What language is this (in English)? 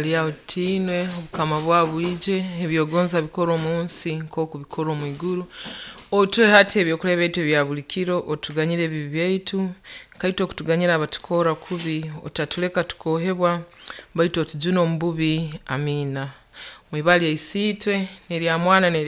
Nyoro